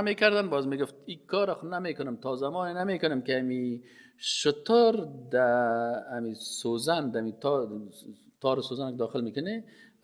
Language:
Persian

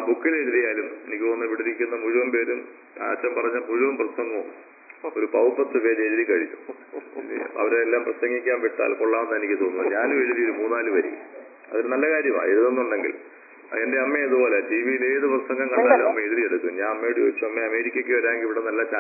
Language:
Malayalam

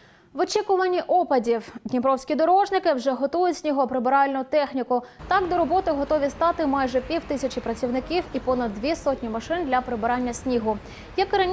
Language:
Ukrainian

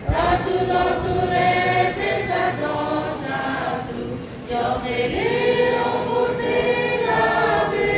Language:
Lahu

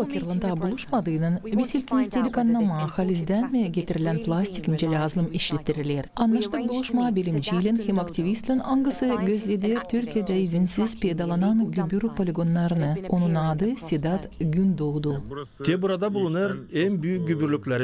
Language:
Gagauz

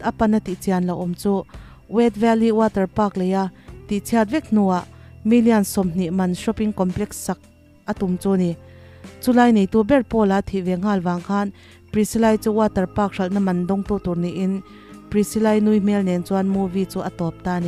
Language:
Mizo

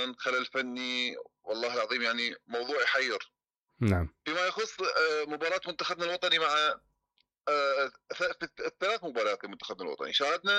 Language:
Mesopotamian Arabic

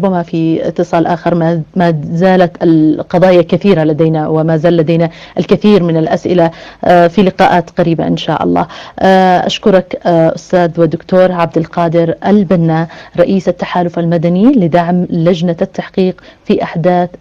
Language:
Arabic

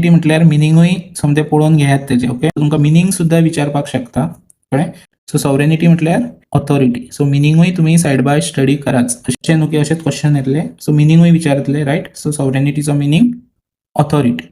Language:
Konkani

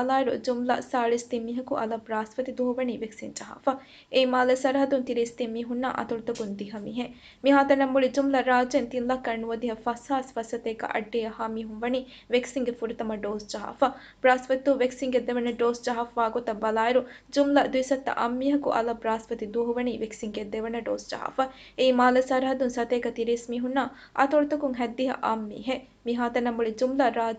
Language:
Divehi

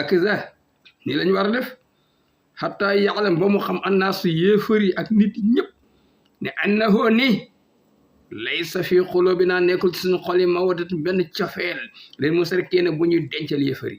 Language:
Wolof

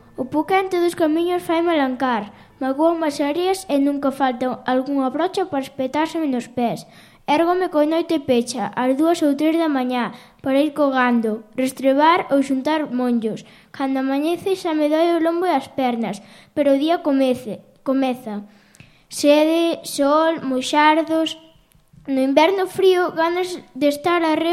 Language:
Galician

